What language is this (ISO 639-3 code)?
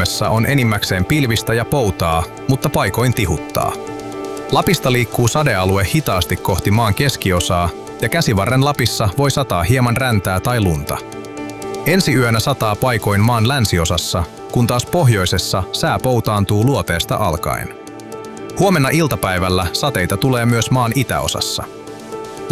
fin